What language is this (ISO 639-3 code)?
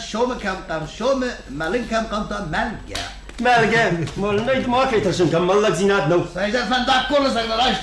oss